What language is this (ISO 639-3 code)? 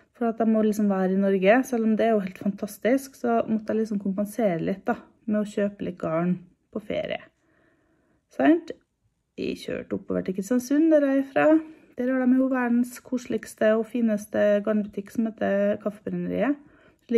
nor